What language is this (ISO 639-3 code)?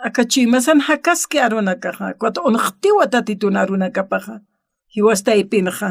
aym